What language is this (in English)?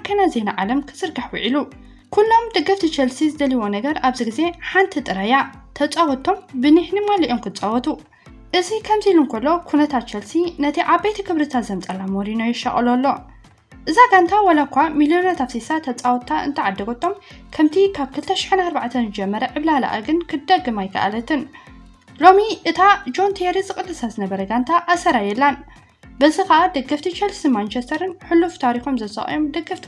Tigrinya